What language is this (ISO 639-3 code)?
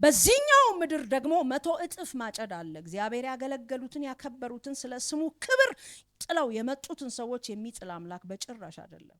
amh